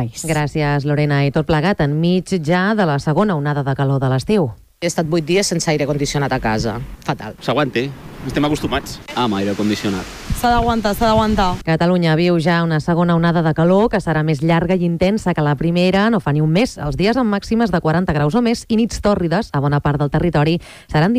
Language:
Catalan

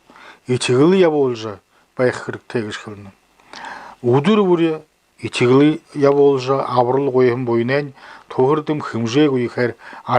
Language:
Buriat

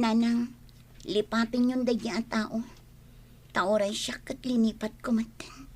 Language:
Iloko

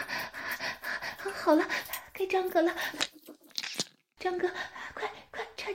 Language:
Chinese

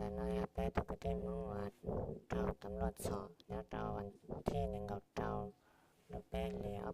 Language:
Hmong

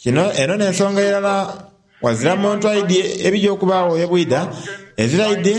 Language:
Soga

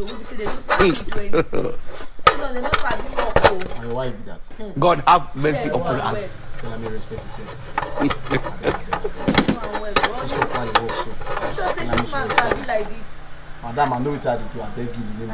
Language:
Nigerian Pidgin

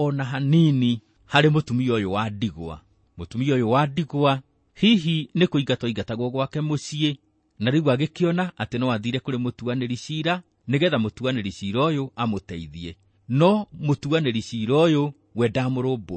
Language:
Kikuyu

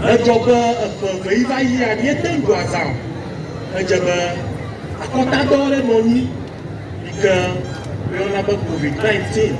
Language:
Ewe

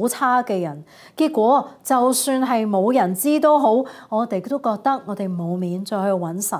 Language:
Cantonese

